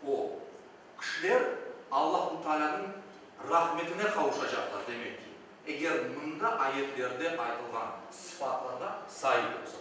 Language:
Crimean Tatar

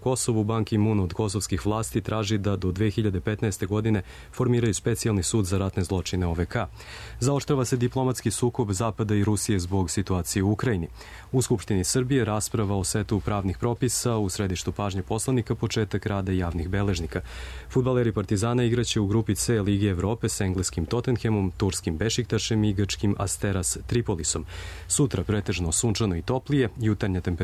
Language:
Serbian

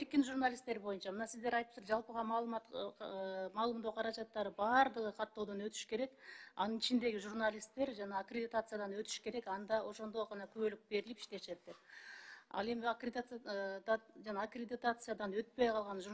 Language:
Kyrgyz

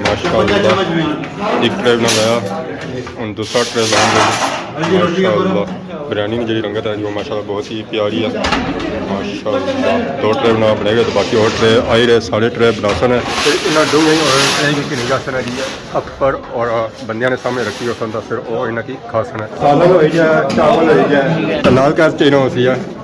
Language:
Pahari-Potwari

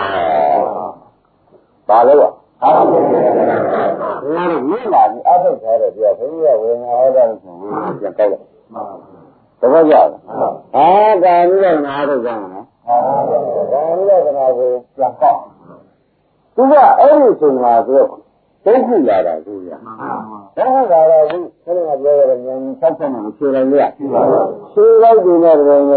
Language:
Burmese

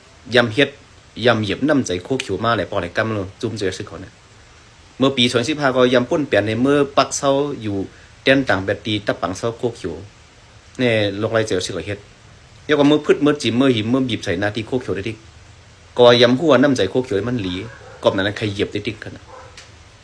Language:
Shan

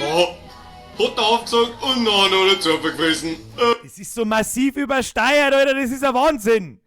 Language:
Bavarian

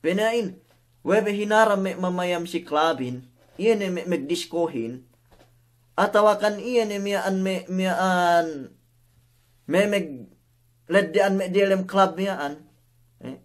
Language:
Yakan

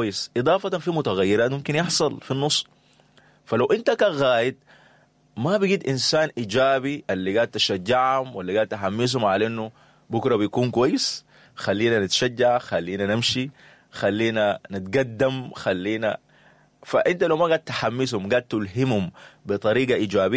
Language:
Sudanese Arabic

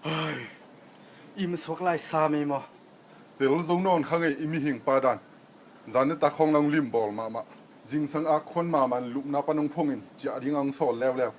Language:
Tedim Chin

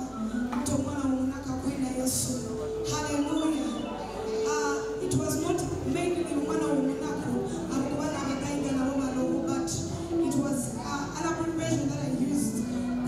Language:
Nyoro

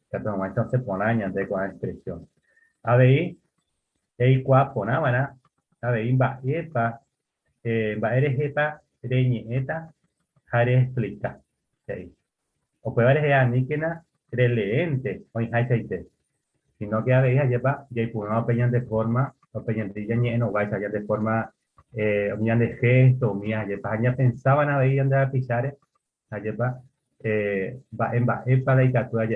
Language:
Guarani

